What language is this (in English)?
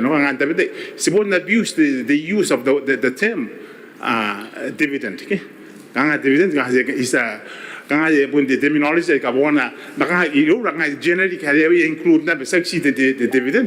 Gilbertese